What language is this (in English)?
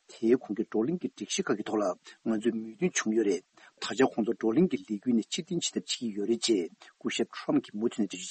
Tibetan